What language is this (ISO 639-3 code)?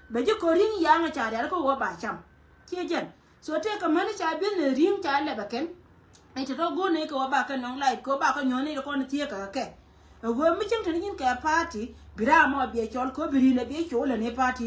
nus